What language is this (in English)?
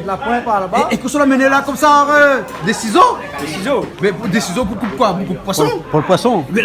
Réunion Creole French